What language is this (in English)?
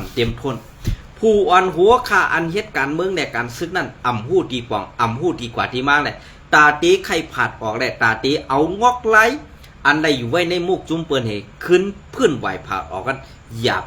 Shan